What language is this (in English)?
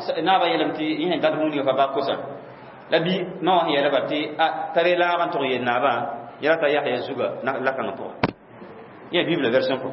Mossi